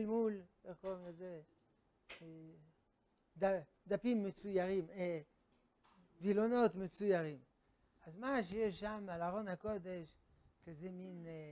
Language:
Hebrew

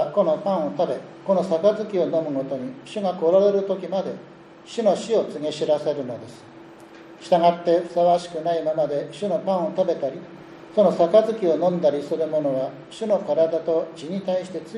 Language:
Japanese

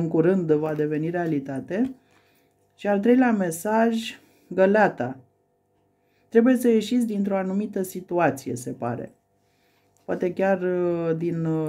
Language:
Romanian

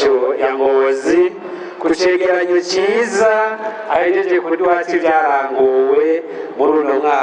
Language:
Rundi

